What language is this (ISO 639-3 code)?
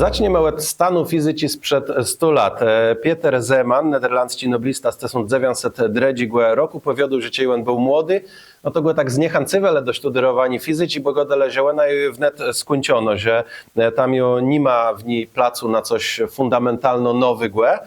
csb